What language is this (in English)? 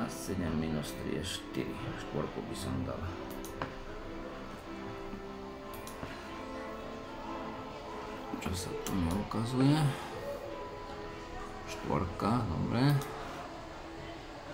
Slovak